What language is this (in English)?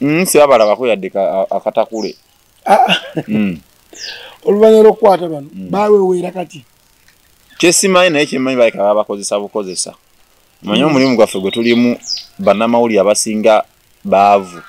Ganda